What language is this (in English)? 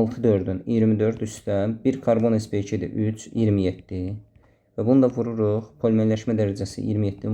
Azerbaijani